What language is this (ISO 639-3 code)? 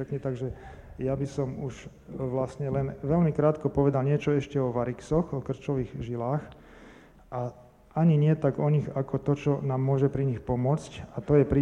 slk